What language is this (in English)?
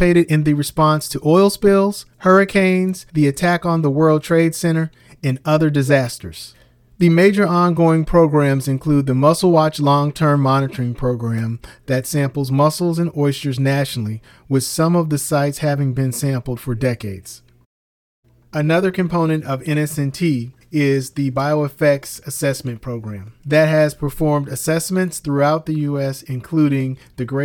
English